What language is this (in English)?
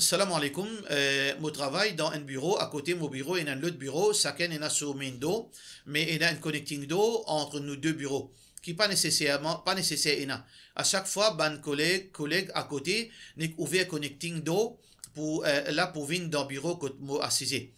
Morisyen